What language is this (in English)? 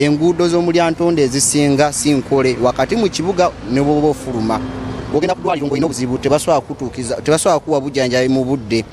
Nyankole